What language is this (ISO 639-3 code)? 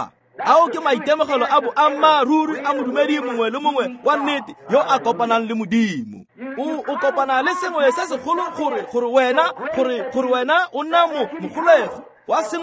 tsn